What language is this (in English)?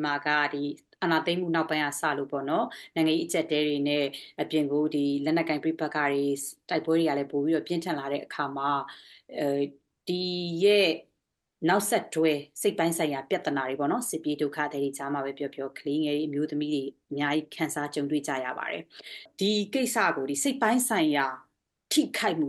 Burmese